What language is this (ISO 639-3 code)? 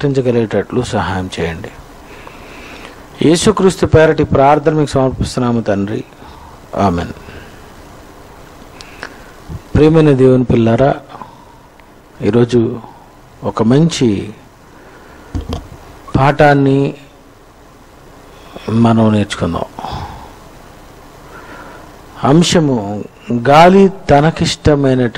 tel